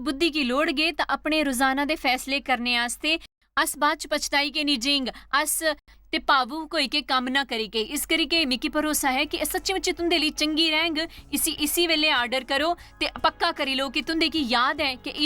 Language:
Dogri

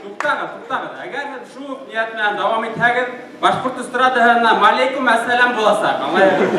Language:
Bashkir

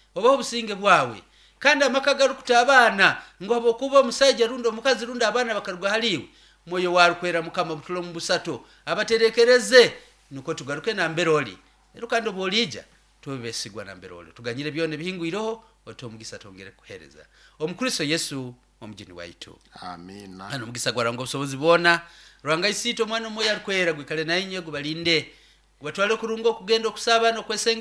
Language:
Nyoro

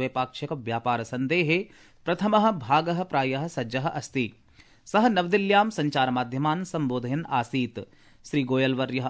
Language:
Sanskrit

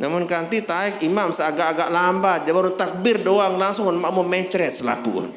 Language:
Sasak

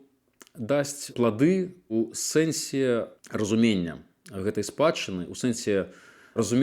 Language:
Belarusian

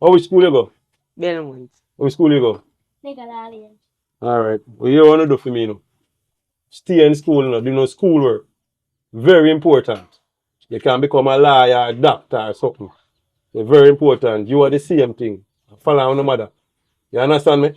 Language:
Jamaican Creole English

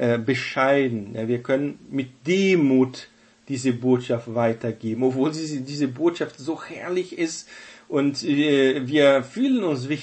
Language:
German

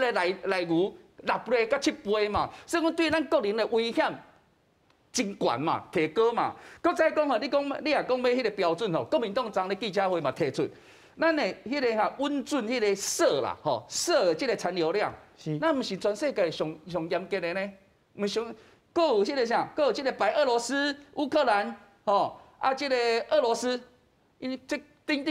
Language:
Min Nan Chinese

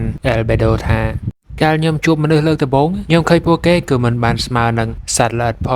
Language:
Khmer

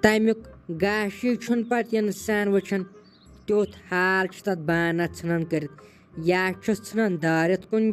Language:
Kashmiri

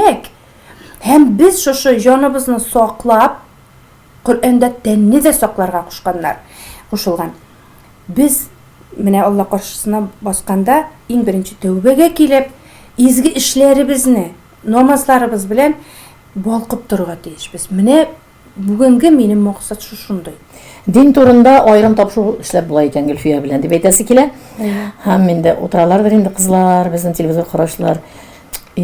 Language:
Tatar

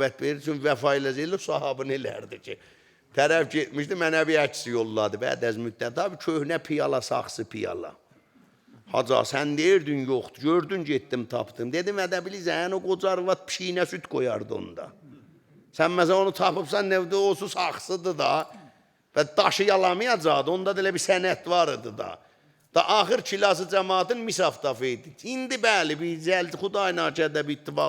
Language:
Azerbaijani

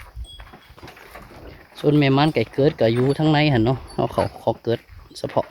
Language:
Lao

